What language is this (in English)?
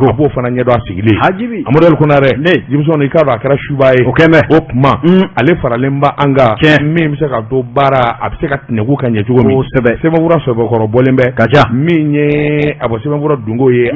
Bambara